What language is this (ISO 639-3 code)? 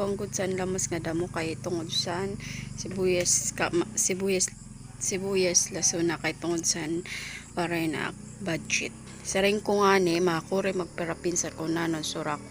war